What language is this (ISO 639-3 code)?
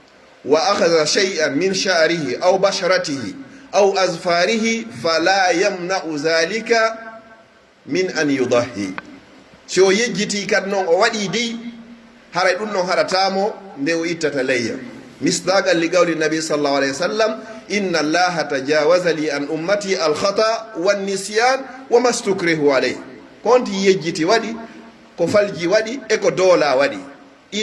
fuf